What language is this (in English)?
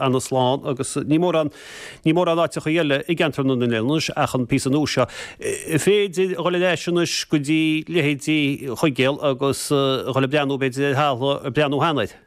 Irish